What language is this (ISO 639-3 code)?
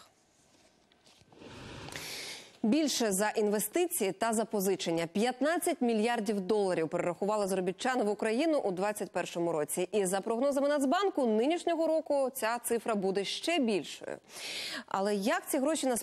ukr